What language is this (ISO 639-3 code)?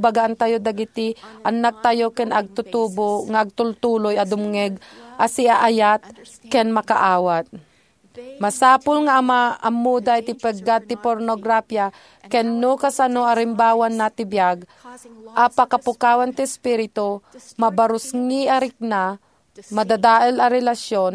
ilo